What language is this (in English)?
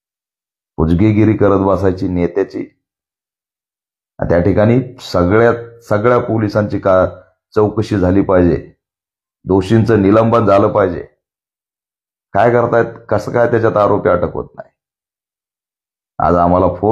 Marathi